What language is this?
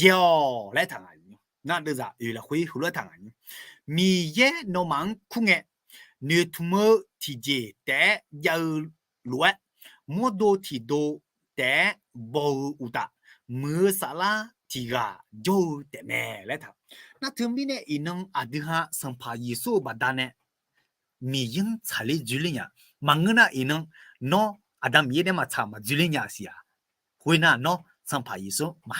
Akha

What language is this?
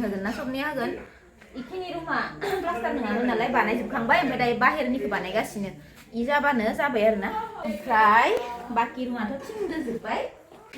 Bodo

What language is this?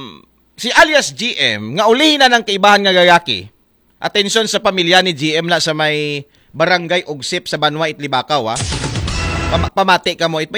Aklanon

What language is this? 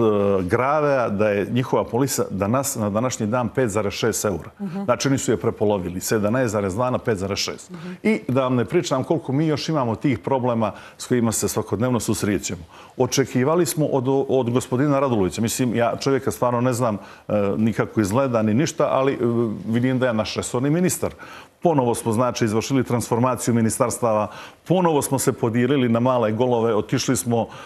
Croatian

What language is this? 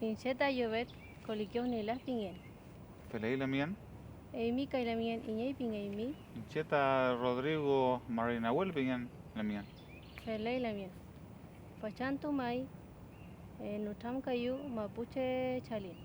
Mapuche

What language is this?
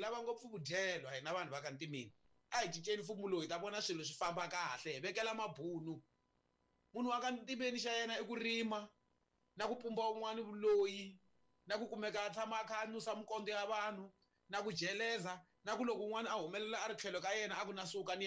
Tsonga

